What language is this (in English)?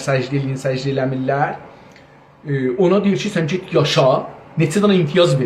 South Azerbaijani